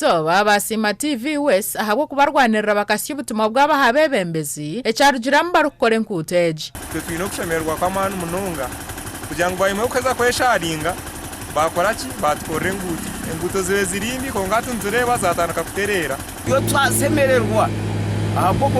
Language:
Nyankole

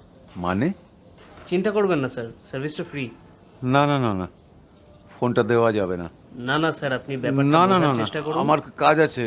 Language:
Bangla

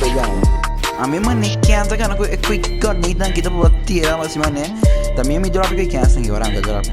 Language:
Papiamento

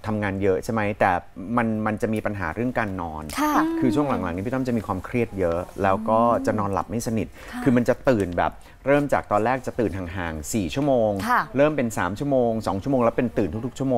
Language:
Thai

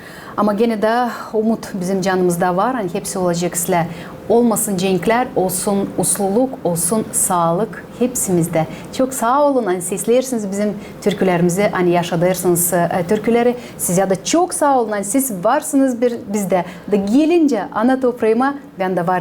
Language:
Gagauz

